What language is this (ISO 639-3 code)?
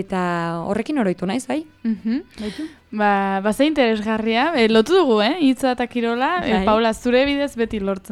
eus